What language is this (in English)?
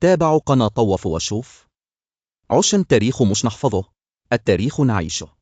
Egyptian Arabic